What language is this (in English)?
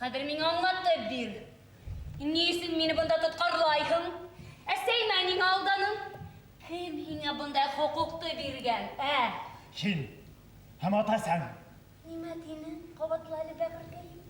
Bashkir